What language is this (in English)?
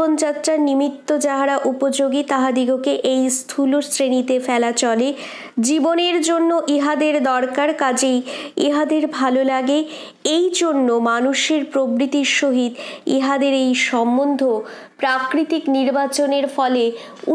Bangla